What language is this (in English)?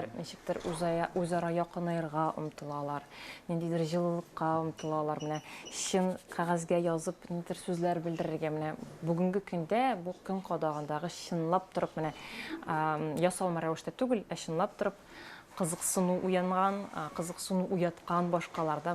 Tatar